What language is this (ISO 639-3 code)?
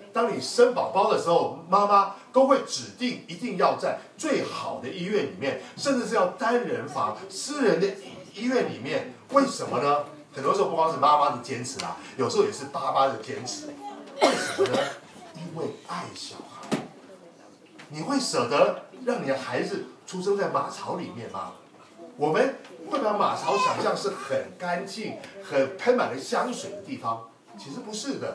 zho